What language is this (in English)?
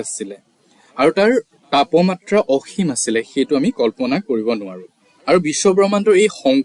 Assamese